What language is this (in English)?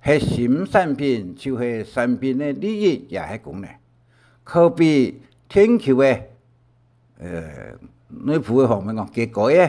Hakka Chinese